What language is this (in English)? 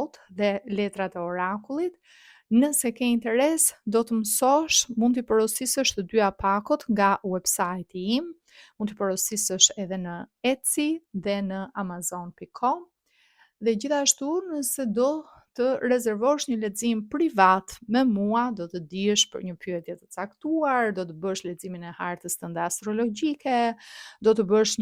Albanian